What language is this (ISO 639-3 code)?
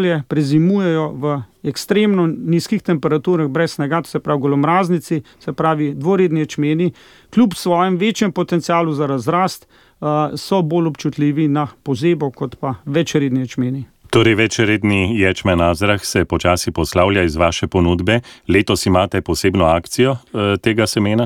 slv